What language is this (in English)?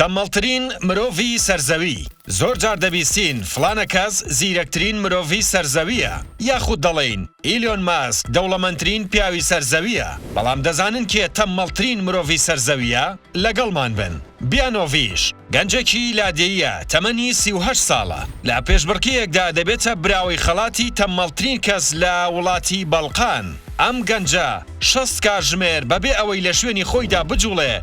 Central Kurdish